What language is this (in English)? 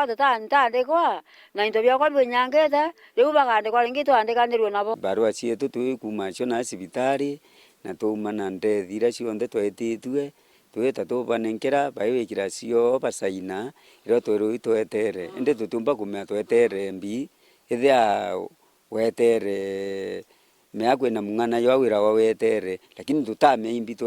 Meru